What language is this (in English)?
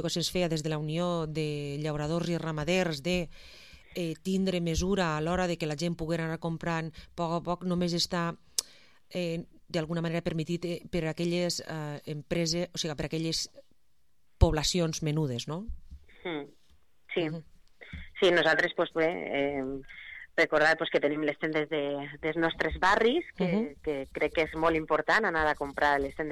Catalan